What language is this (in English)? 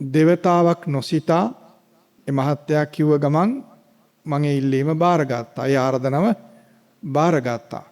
Sinhala